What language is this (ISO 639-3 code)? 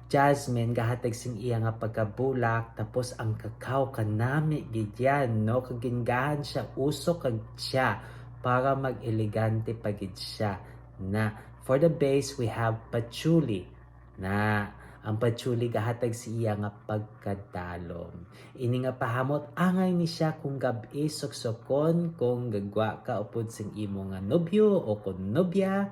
hil